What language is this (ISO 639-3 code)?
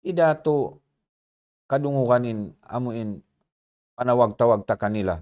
tsg